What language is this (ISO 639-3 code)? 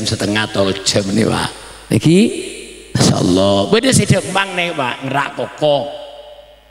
mad